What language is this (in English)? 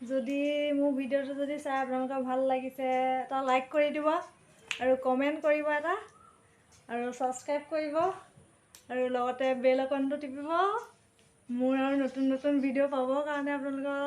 Assamese